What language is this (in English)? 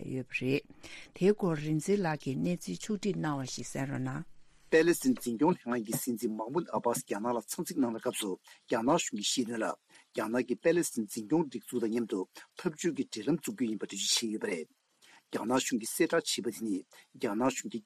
Tibetan